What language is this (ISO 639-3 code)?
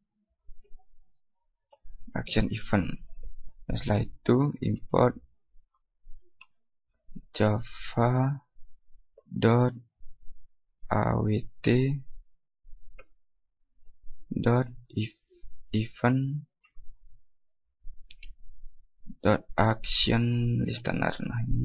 ind